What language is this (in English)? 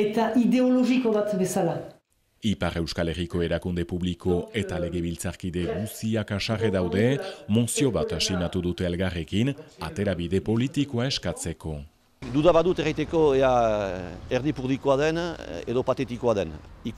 Basque